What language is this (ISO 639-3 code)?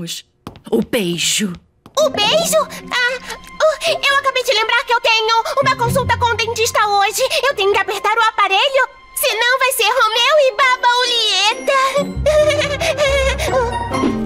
por